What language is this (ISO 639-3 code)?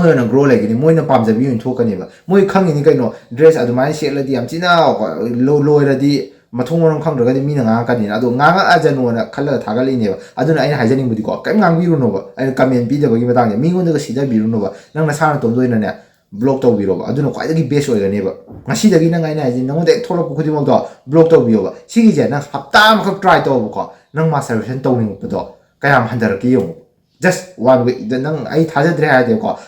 mni